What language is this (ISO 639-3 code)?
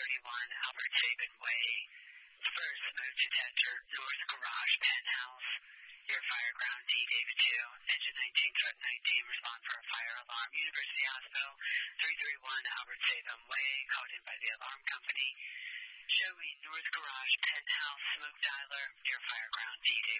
eng